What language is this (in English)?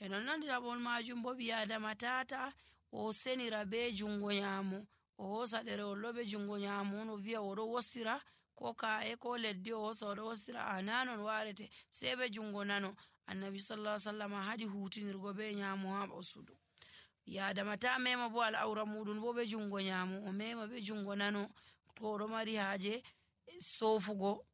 Nigerian Fulfulde